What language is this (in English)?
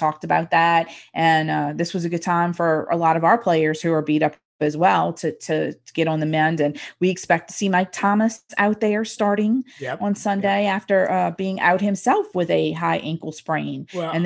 English